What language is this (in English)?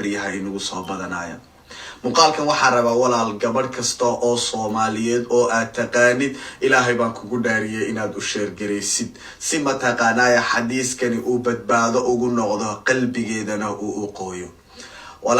Somali